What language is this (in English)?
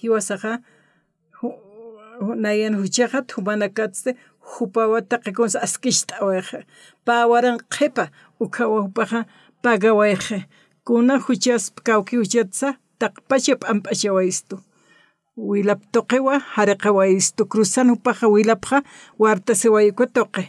Aymara